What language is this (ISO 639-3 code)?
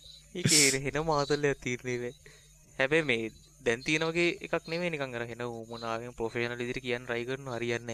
sin